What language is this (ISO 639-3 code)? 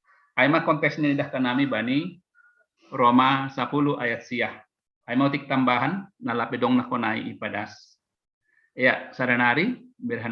bts